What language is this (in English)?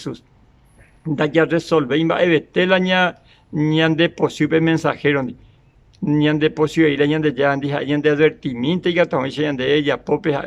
Guarani